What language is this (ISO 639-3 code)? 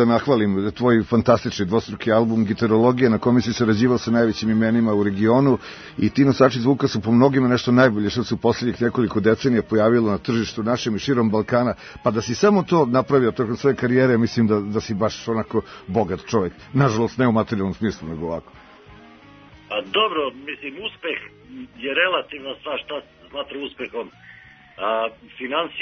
srp